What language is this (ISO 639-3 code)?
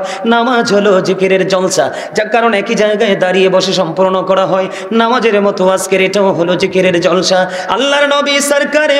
ben